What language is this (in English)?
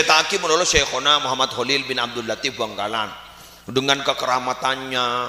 Madurese